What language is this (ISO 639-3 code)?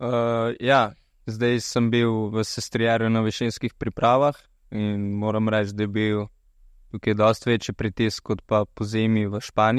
slv